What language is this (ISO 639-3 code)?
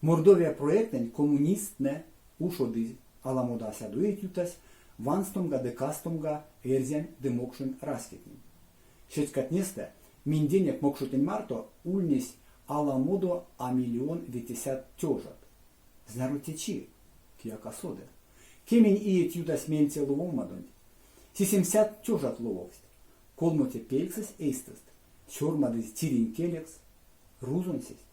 myv